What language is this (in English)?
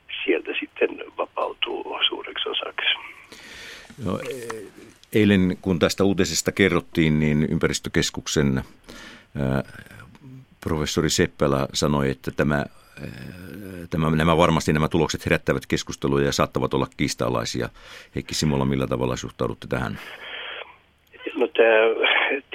Finnish